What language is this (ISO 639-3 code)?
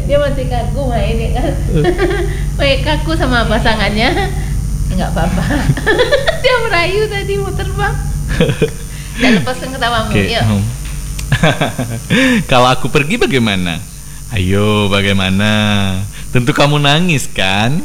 ind